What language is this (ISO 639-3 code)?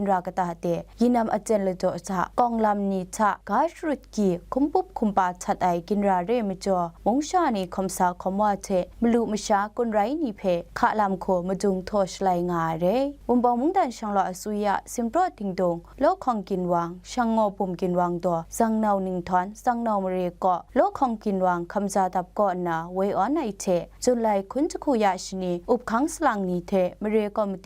kac